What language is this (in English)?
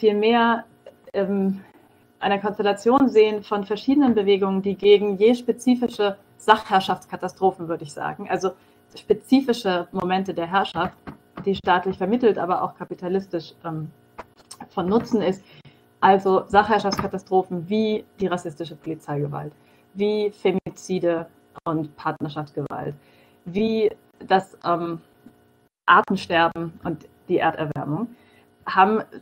German